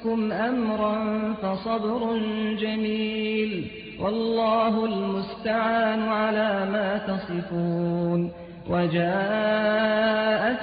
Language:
Arabic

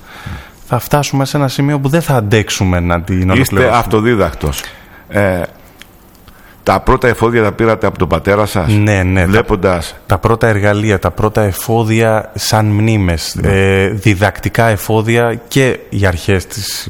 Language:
Greek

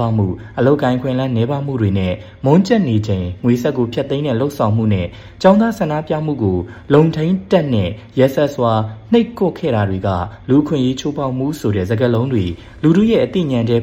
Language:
Burmese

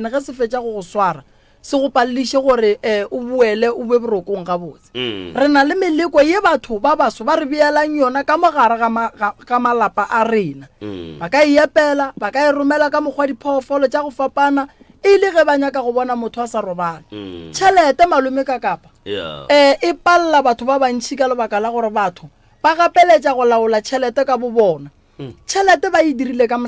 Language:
Northern Sotho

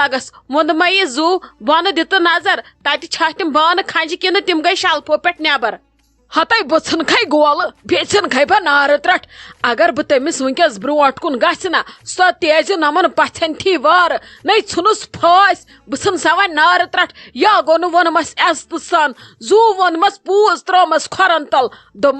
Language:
Kashmiri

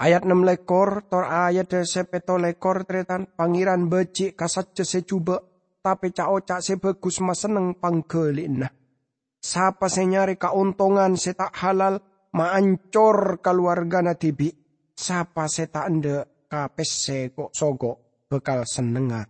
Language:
Madurese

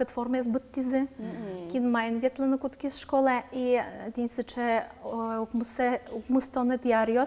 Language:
Udmurt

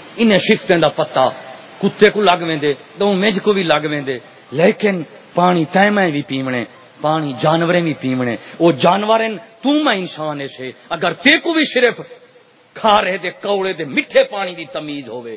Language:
Saraiki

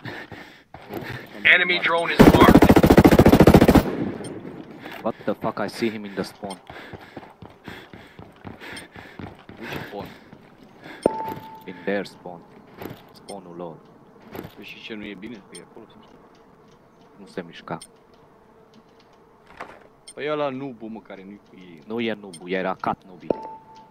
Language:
Romanian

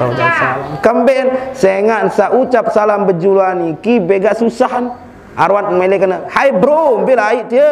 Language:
Sasak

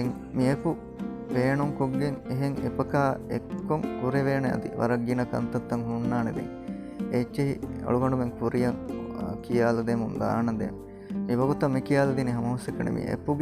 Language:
Divehi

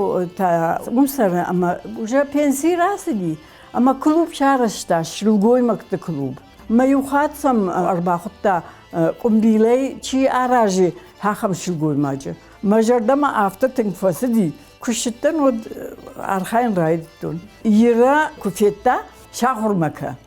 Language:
Ossetic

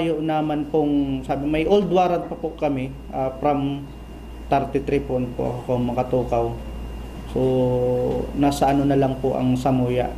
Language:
Bikol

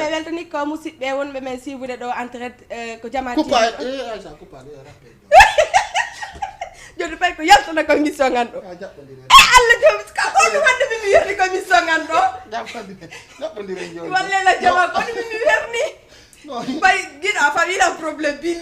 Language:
Fula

